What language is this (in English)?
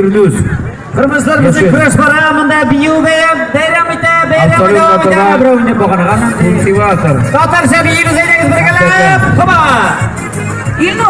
Tatar